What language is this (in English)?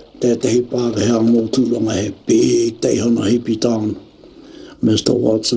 Māori